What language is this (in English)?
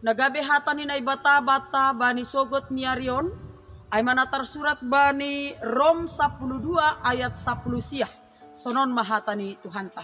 Batak Simalungun